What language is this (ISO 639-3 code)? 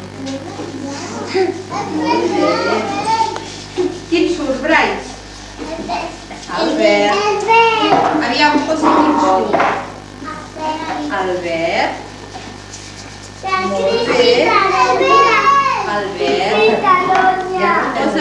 cat